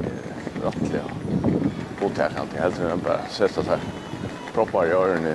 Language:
Faroese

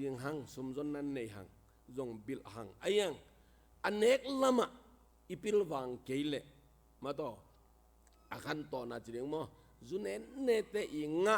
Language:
Tedim Chin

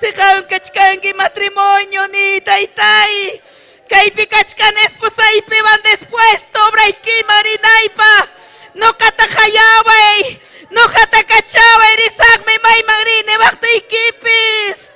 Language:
Ayacucho Quechua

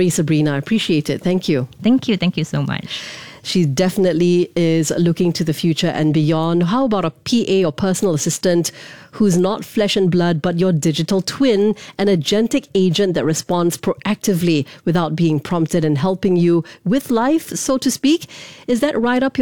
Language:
English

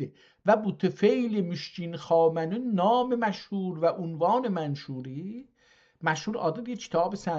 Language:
South Azerbaijani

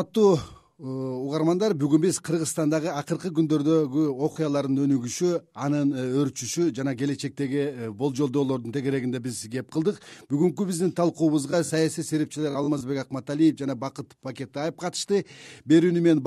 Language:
Kyrgyz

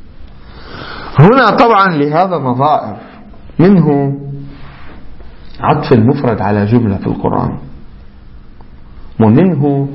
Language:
Arabic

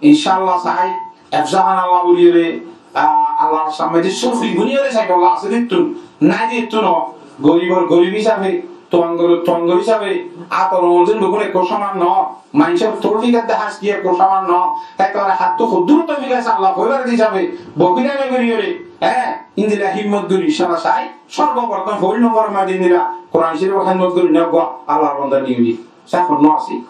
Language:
Rohingya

